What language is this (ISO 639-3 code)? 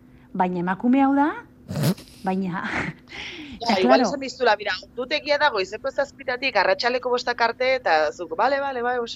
eus